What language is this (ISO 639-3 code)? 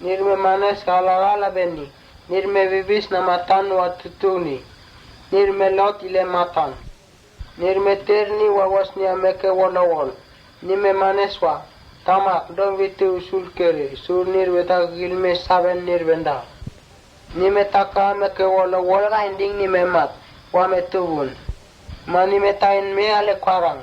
mtt